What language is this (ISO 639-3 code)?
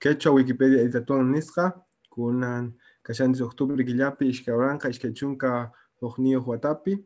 que